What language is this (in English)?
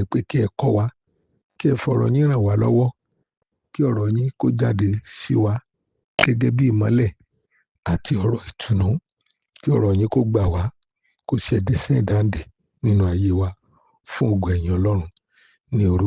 Yoruba